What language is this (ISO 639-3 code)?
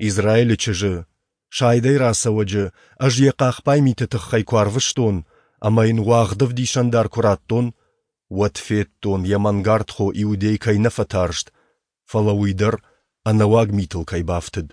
oss